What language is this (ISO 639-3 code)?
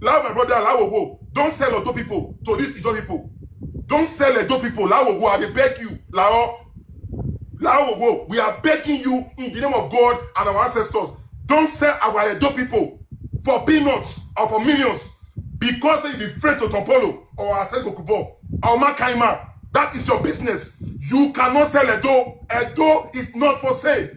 pcm